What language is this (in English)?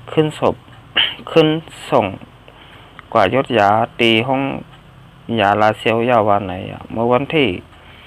Shan